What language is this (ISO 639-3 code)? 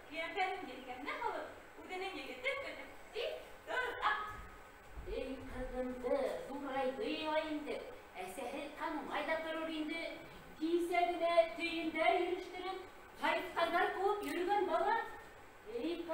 bak